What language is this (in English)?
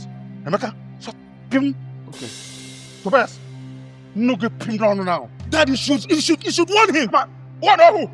Nigerian Pidgin